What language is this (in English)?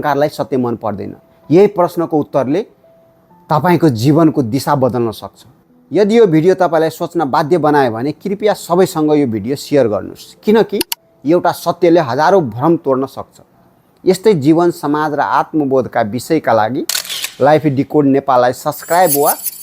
Nepali